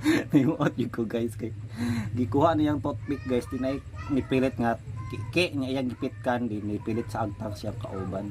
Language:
Cebuano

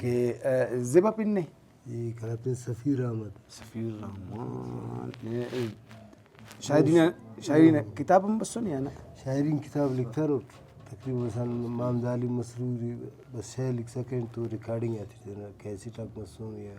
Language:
Brahui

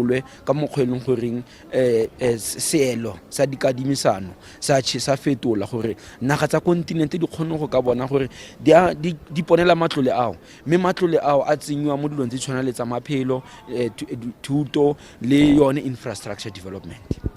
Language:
Tswana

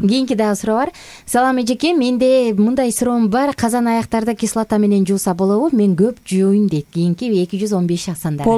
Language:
Kyrgyz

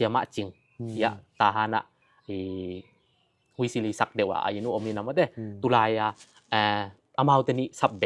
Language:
Tedim Chin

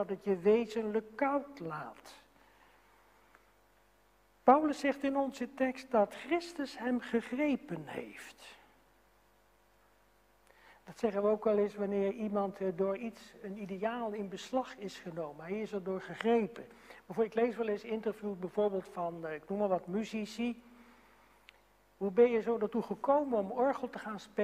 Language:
Dutch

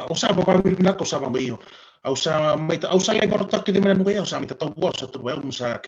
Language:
Fijian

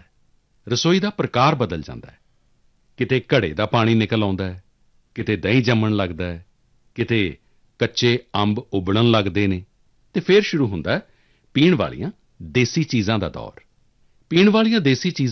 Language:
Punjabi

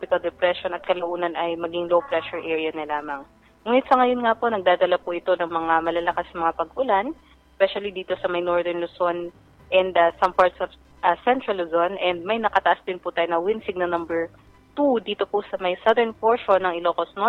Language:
Filipino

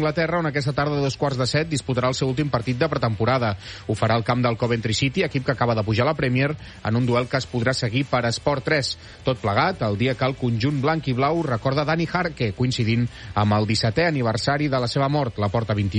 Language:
Catalan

